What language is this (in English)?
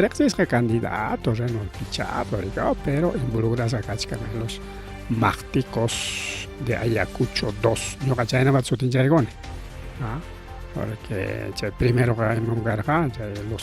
Ayacucho Quechua